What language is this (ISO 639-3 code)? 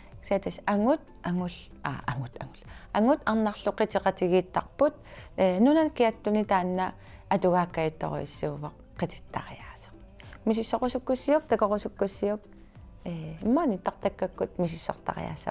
kal